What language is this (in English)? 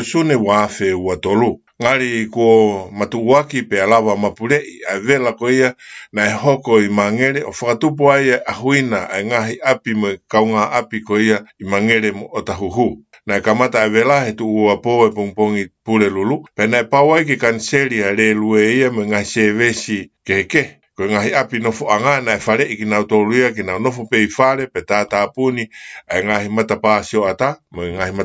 Tongan